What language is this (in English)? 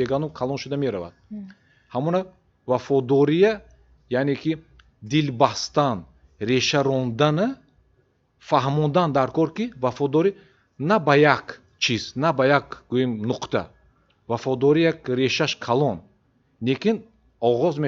Tajik